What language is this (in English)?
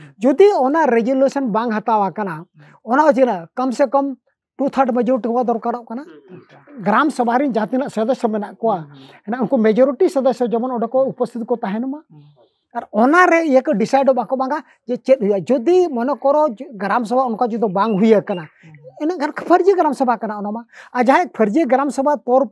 Santali